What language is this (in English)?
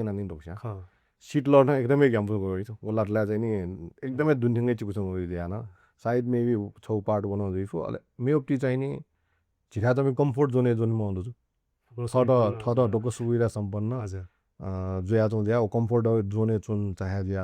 Newari